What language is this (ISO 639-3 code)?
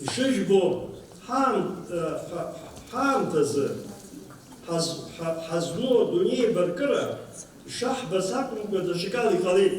abk